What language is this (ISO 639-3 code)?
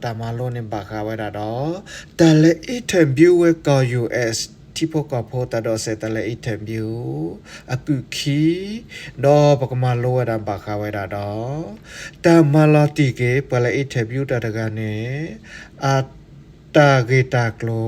ksw